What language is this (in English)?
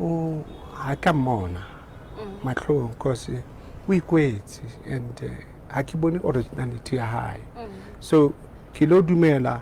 Southern Sotho